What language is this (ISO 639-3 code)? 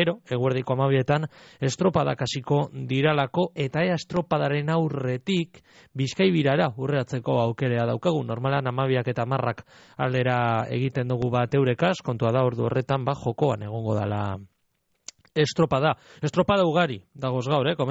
eus